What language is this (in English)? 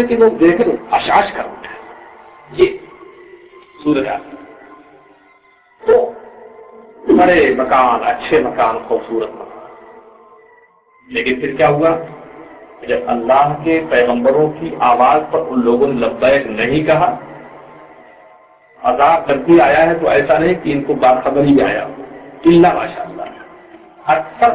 Urdu